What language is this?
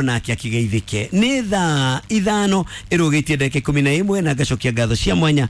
Kikuyu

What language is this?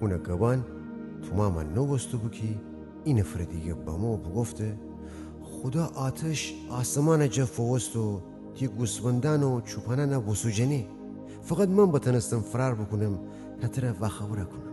Gilaki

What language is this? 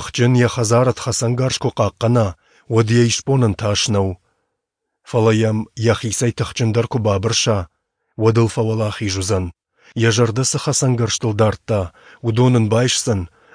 Ossetic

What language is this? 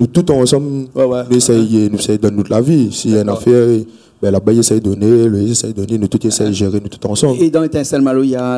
Réunion Creole French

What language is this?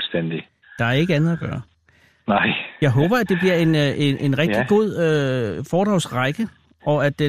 Danish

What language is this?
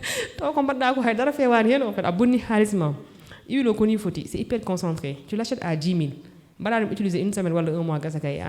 Fula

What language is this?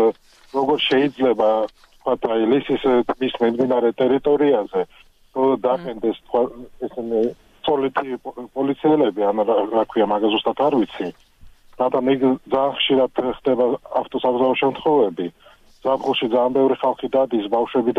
Georgian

